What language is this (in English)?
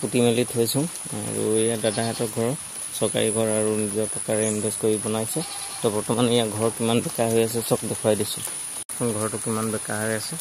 Assamese